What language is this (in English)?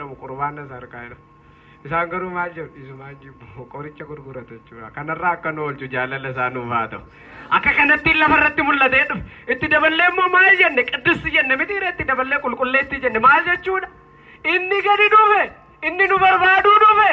Oromo